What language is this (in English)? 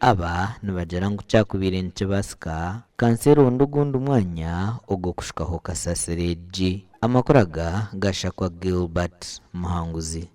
Nyankole